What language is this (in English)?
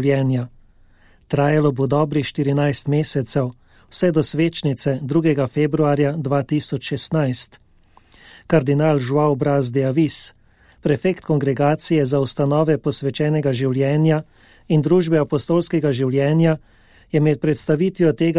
Slovenian